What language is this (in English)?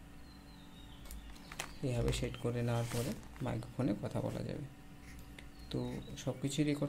Bangla